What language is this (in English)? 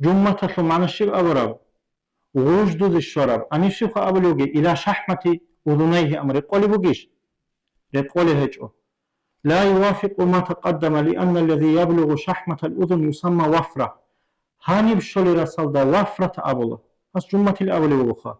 Avaric